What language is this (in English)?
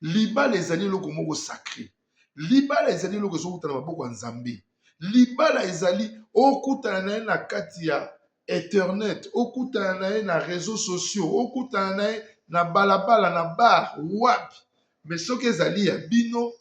Lingala